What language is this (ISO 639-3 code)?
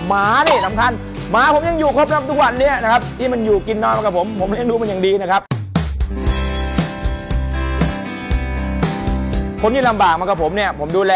tha